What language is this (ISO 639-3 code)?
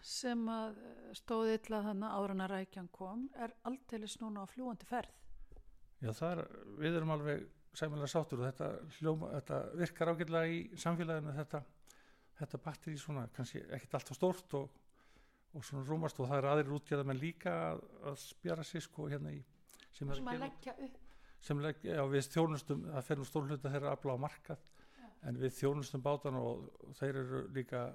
isl